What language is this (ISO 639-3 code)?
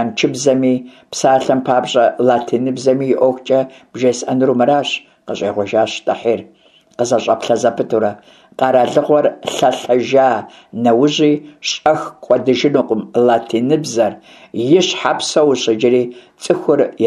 kbd